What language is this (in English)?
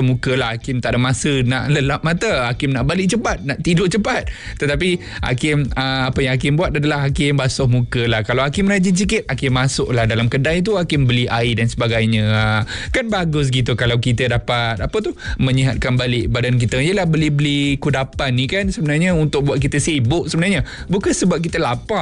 Malay